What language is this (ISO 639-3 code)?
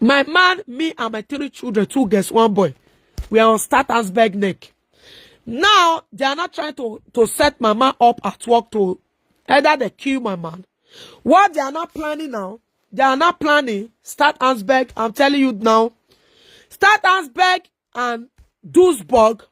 pcm